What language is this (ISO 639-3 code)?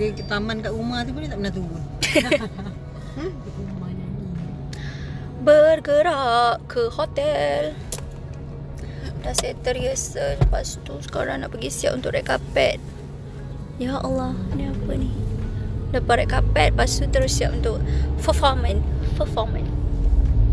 msa